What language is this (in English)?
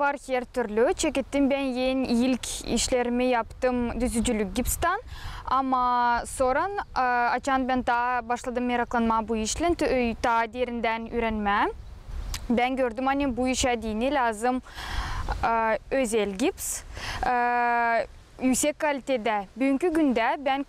Gagauz